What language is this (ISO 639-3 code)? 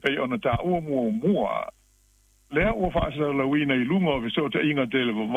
smo